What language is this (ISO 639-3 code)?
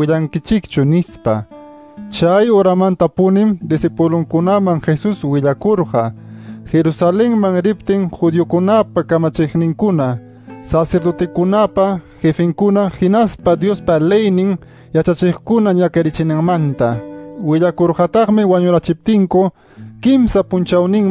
que